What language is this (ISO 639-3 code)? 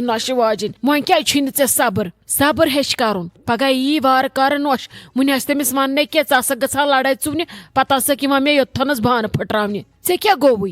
kas